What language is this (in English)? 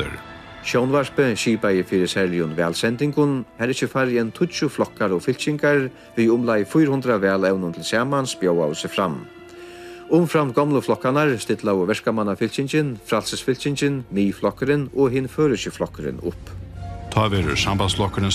Faroese